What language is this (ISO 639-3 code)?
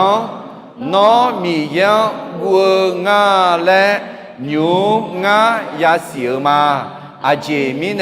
ahk